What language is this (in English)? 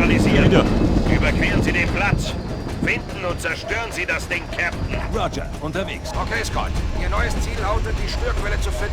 Bavarian